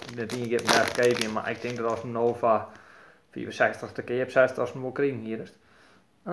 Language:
Western Frisian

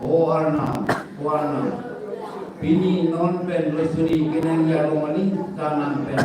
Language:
Karbi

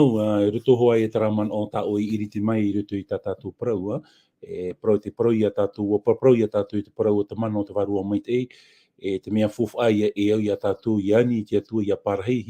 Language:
Tahitian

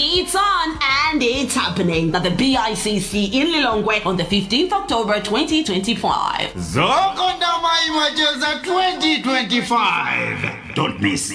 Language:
Nyanja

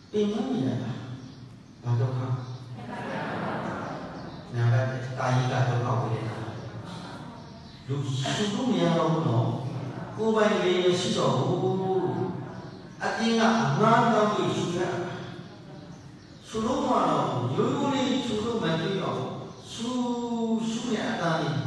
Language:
Burmese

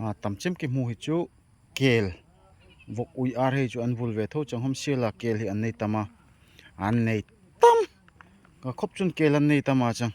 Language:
Darlong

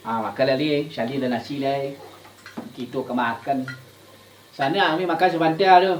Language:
Minangkabau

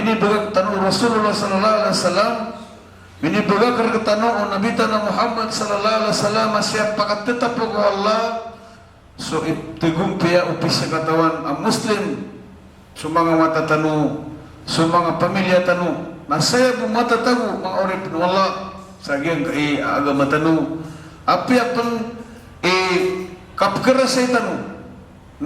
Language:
Maranao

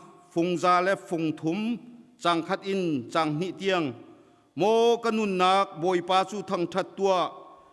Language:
Hakha Chin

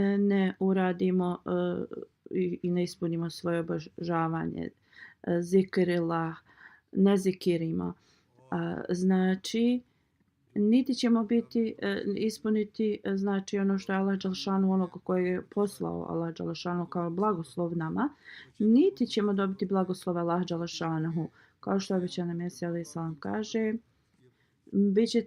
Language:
Bosnian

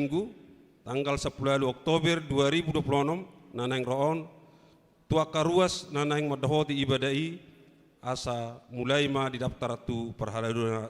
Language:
Batak Toba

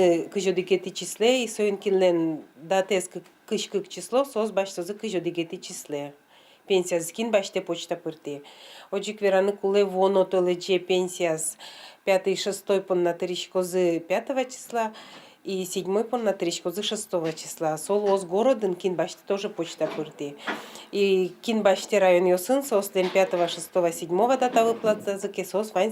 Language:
Udmurt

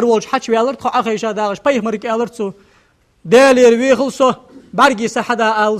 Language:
Ingush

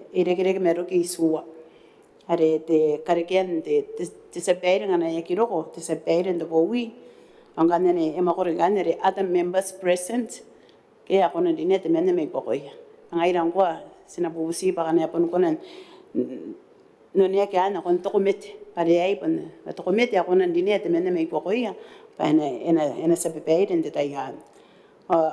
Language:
Gilbertese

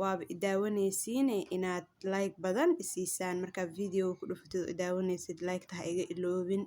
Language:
Somali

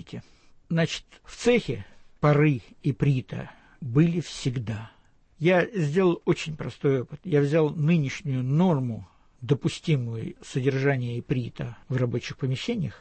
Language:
Russian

